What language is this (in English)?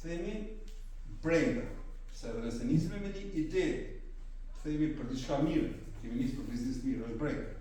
Albanian